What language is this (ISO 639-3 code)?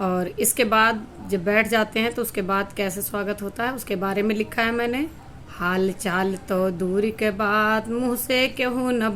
awa